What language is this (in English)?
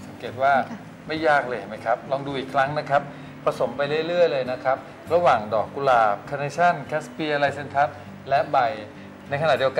Thai